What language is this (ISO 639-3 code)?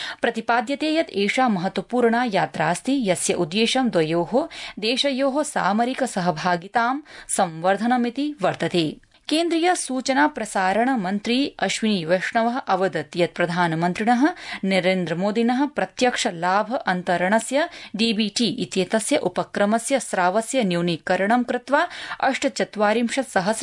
san